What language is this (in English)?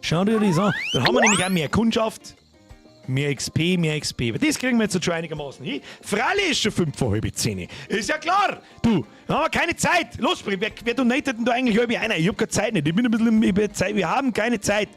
Bavarian